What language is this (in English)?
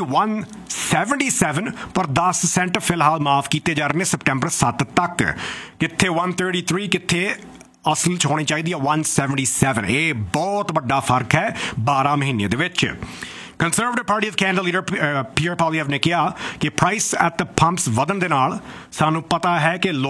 Punjabi